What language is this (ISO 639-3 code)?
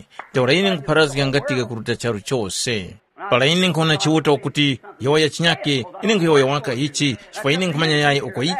tum